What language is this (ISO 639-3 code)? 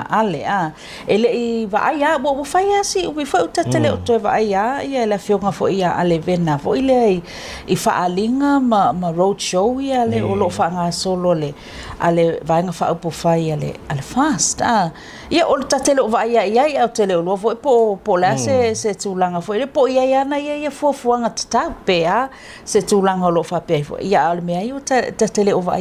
smo